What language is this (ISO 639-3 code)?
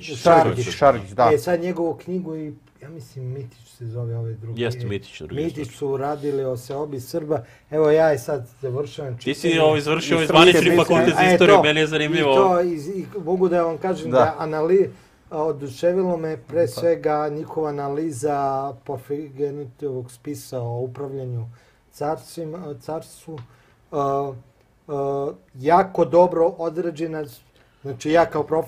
srp